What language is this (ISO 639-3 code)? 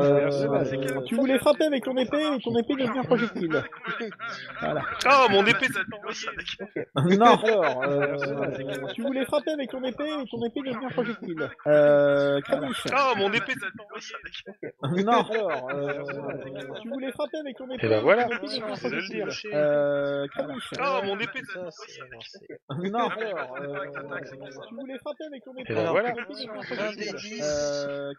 fra